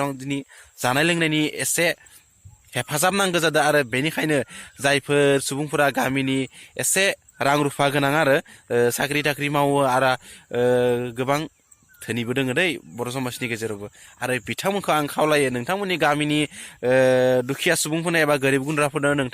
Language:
Bodo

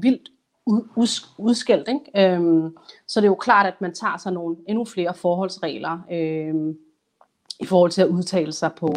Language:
Danish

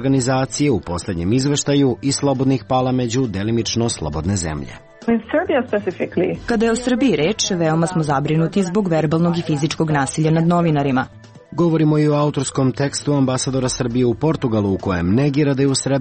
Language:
Serbian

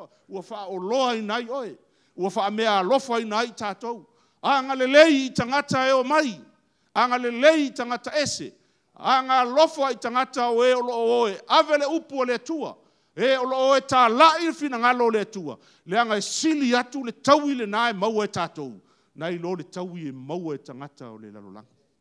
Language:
Samoan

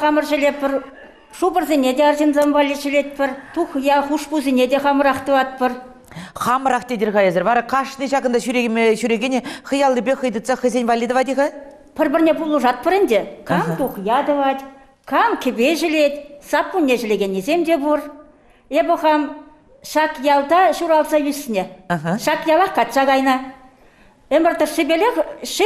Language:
Chuvash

